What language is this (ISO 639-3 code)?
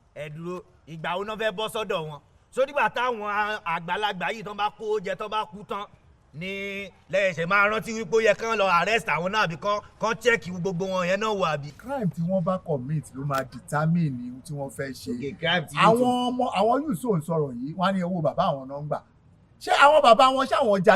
yor